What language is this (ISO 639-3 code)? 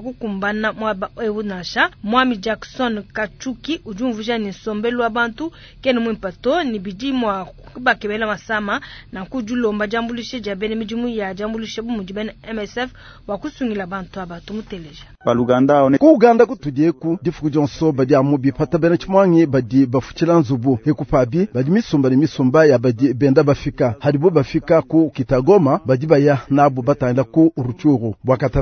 lua